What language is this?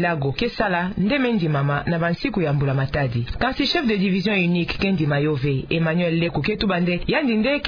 Kituba (Democratic Republic of Congo)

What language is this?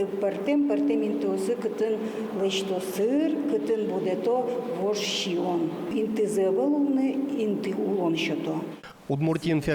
Udmurt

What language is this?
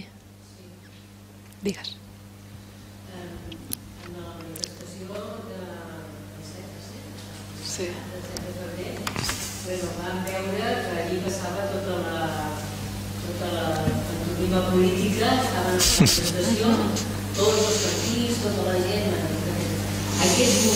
Catalan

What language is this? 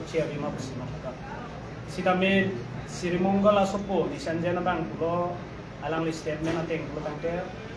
Karbi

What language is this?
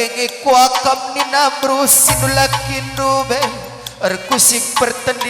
Batak Karo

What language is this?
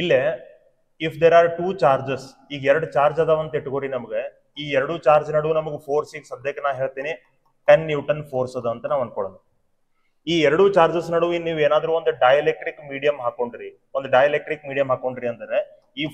Kannada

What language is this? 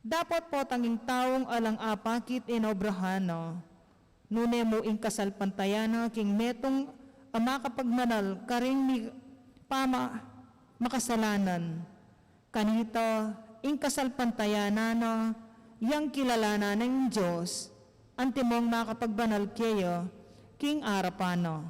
Pampanga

